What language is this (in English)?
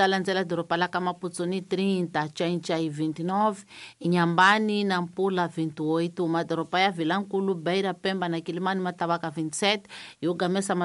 Tsonga